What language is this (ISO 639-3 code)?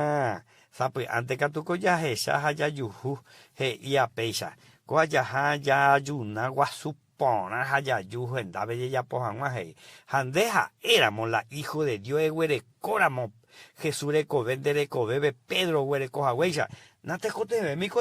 grn